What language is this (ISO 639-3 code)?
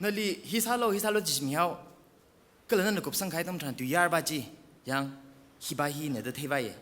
nmf